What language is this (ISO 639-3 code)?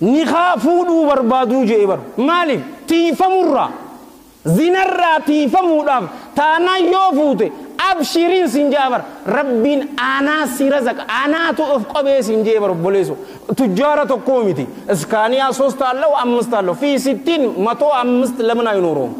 orm